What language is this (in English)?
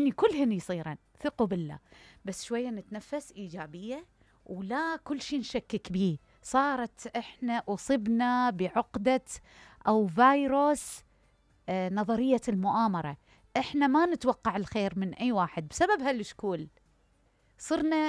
Mesopotamian Arabic